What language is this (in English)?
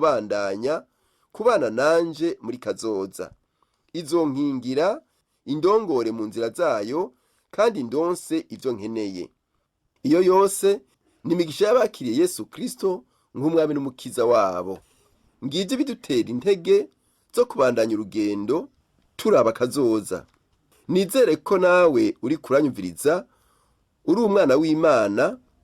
Rundi